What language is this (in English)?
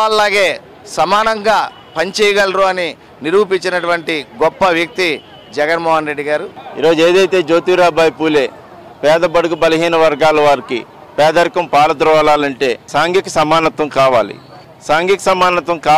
Telugu